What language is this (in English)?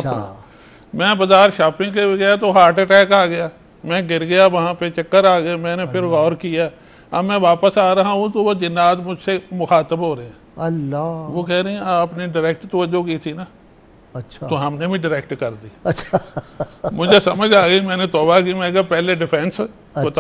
Urdu